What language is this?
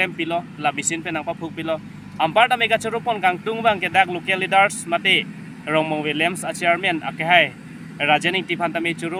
Karbi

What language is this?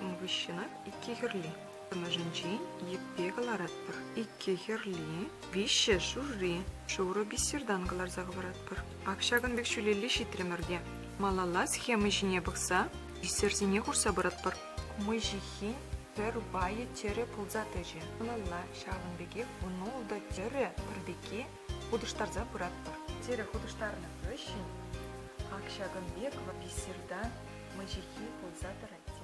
Chuvash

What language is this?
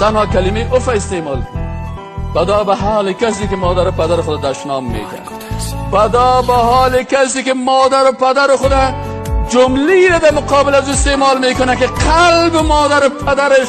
Persian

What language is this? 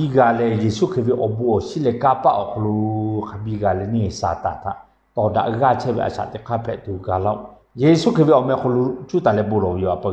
Lahu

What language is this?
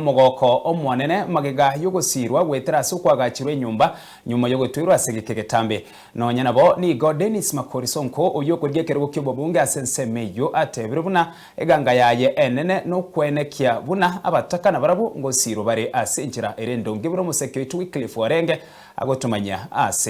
Gusii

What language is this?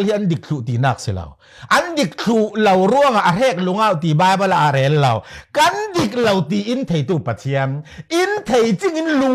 Falam Chin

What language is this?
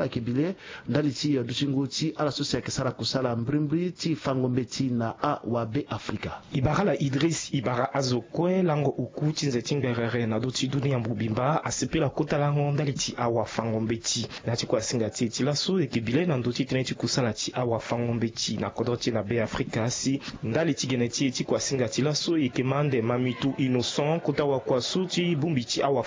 Sango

